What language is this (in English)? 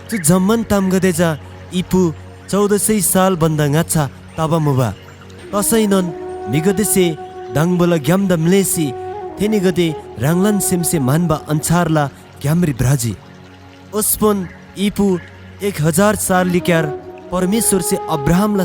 Eastern Tamang